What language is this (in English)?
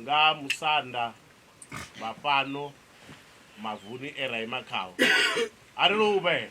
Venda